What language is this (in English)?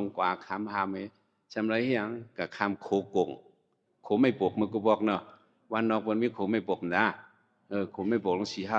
Shan